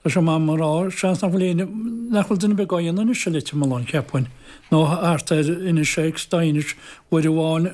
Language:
Irish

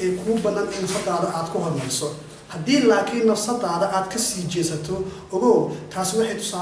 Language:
Somali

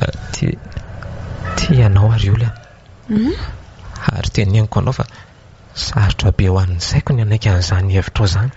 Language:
Malagasy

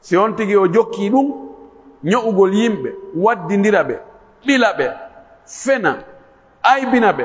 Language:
Pular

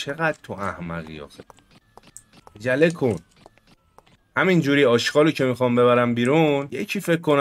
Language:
Persian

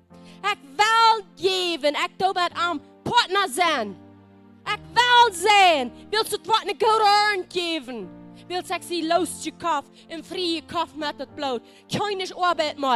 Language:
Plautdietsch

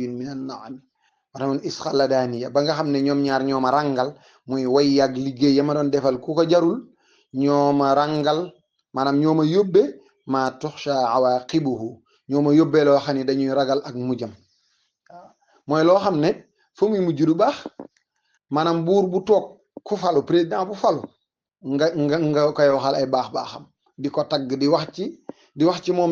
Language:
Wolof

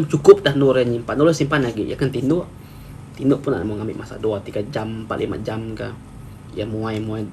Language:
Iban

